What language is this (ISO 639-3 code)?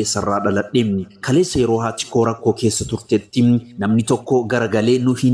orm